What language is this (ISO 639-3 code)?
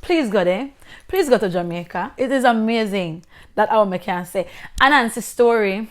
jam